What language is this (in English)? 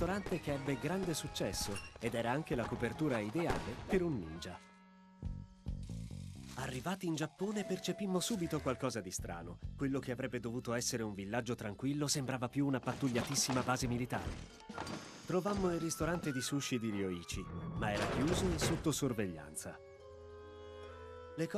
Italian